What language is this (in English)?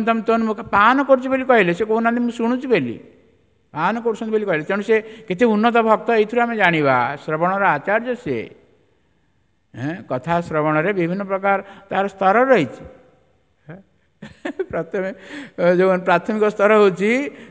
Odia